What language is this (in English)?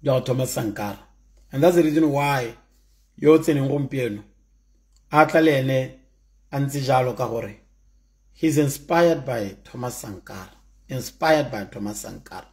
Tswana